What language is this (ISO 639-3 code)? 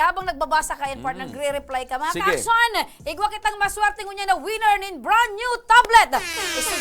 bik